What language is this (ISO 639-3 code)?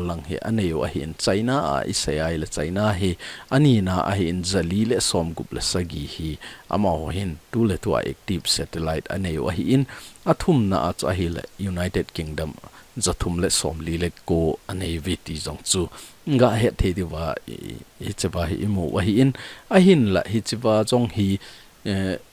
tcz